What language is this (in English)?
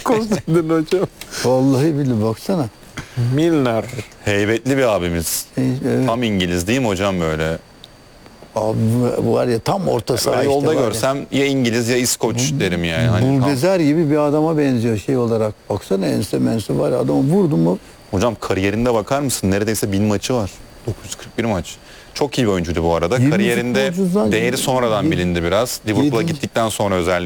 Turkish